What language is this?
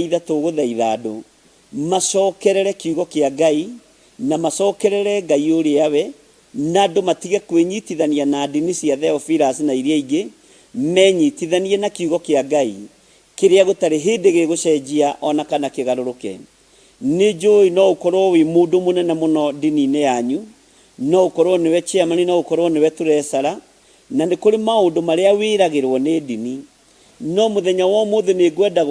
Kikuyu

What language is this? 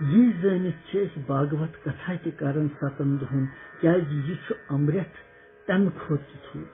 Kashmiri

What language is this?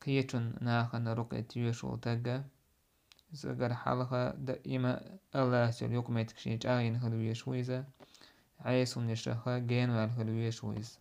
Chechen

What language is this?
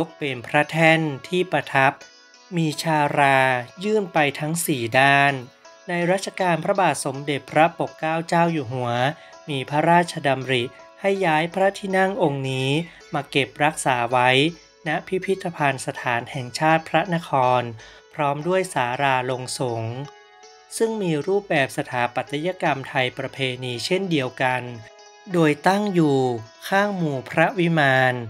Thai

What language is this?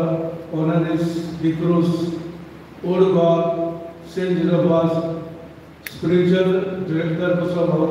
Konkani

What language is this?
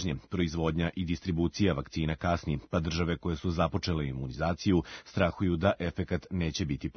Serbian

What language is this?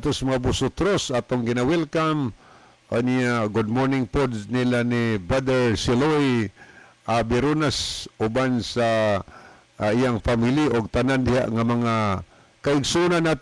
Cebuano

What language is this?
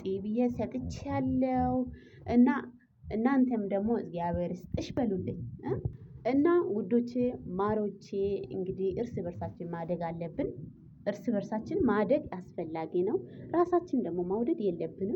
Amharic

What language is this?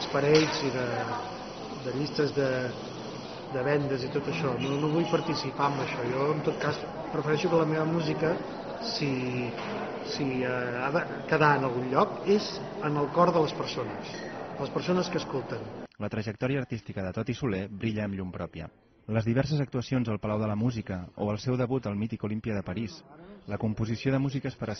Catalan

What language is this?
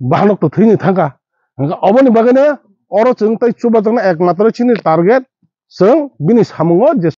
Kok Borok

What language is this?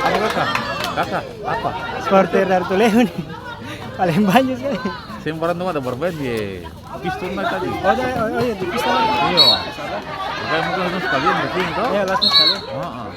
Ambonese Malay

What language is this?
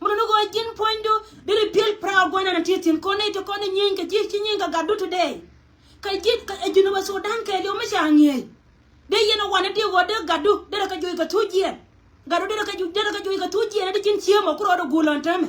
Nuer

